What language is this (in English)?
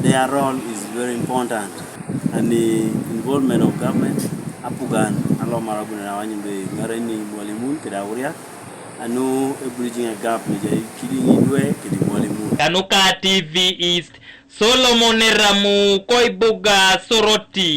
Teso